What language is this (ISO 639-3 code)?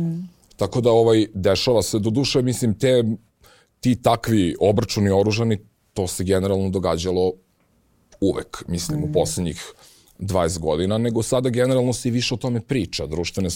srp